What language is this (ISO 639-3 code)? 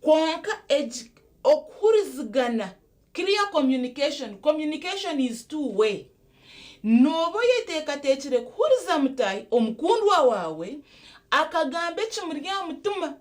nyn